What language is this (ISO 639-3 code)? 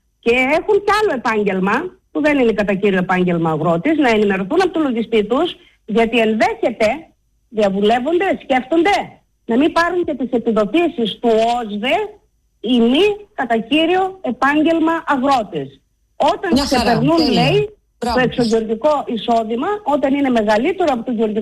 ell